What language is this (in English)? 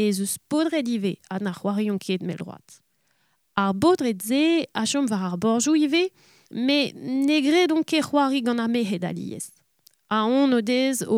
Breton